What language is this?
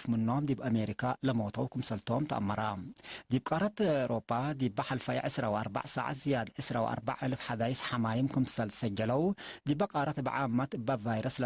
Tigre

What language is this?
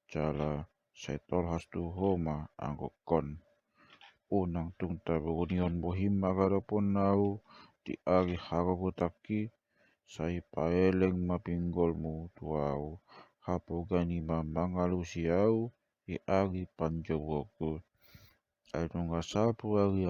Batak Toba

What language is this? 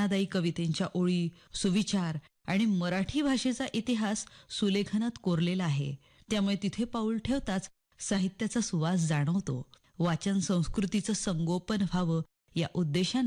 Marathi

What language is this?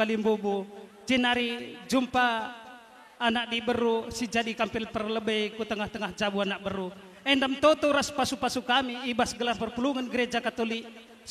Batak Karo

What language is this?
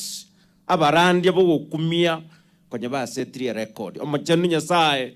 Gusii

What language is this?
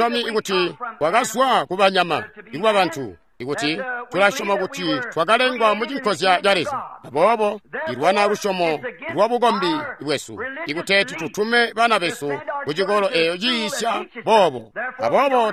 Tonga (Zambia)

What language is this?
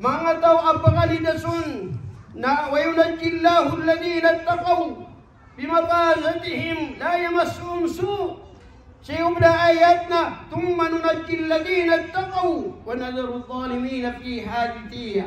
Maranao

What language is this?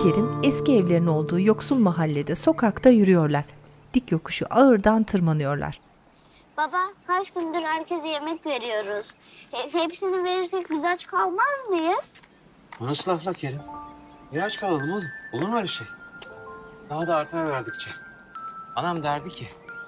Turkish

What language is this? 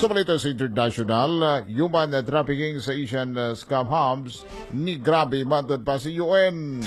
Cebuano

